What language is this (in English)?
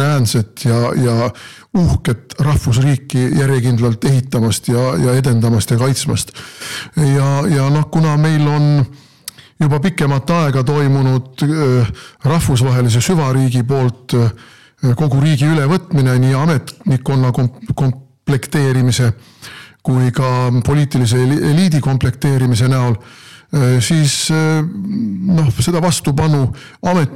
Estonian